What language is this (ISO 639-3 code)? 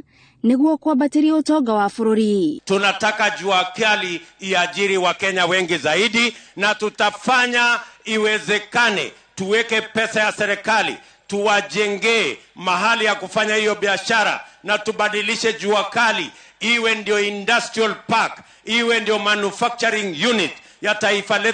kik